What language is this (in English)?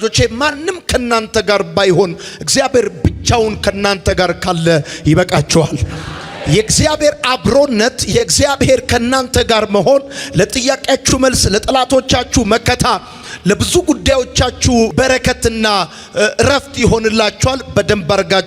Amharic